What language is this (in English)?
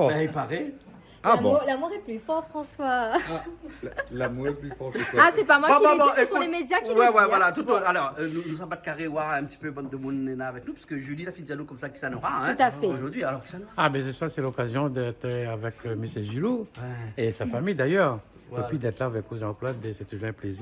Réunion Creole French